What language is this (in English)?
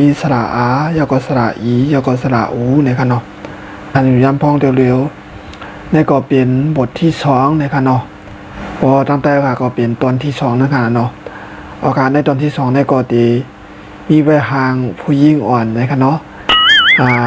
Shan